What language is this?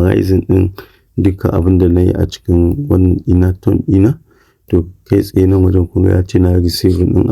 Hausa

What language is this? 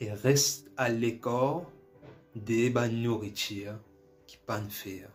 Morisyen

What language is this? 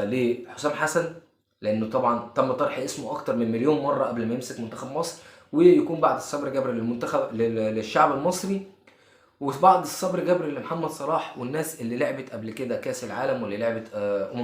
Egyptian Arabic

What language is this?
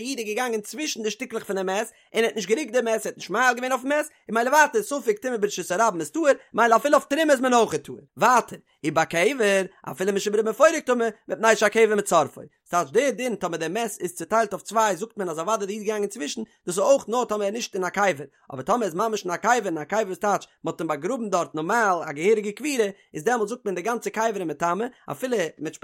Yiddish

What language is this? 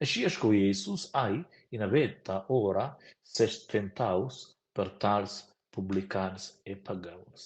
Romansh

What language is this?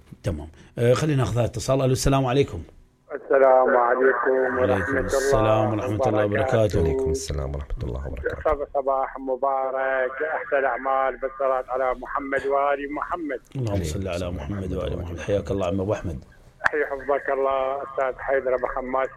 Mesopotamian Arabic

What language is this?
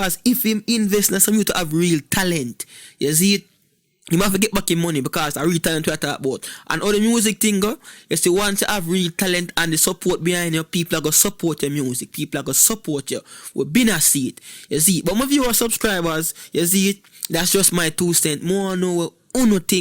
Jamaican Creole English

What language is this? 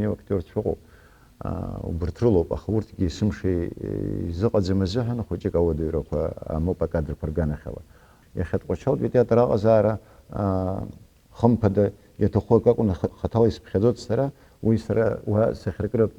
Abkhazian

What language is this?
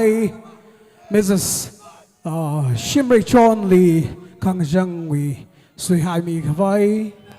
Tangkhul Naga (India)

